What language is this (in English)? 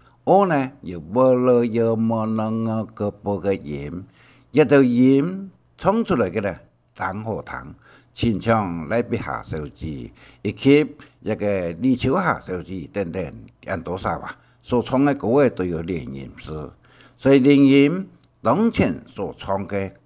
Hakka Chinese